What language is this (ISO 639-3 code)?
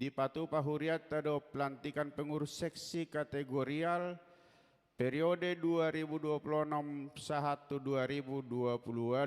bbc